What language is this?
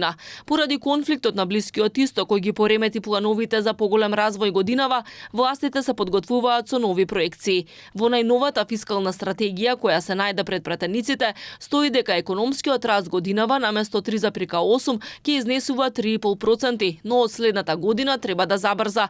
Macedonian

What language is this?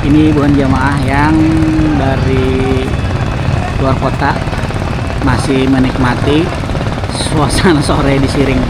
Banjar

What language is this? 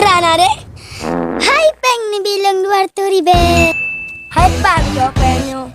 Achinese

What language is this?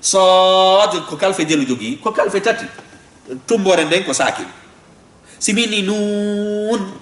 Fula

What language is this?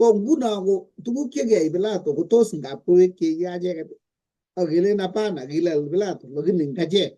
Kalenjin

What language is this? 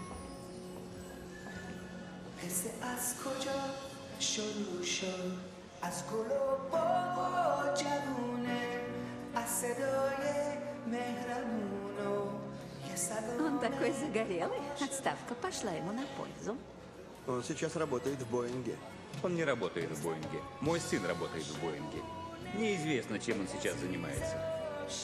Russian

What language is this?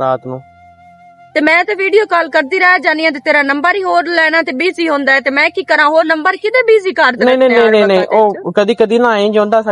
Western Panjabi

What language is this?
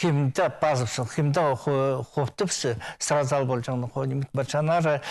Khakas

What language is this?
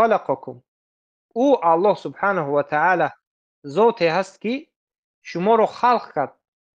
Tajik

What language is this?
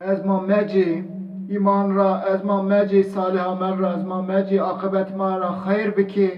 Zaza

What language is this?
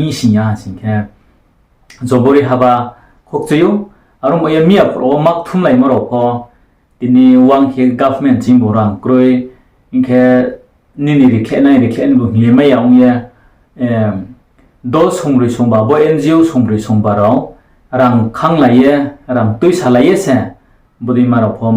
Riang (India)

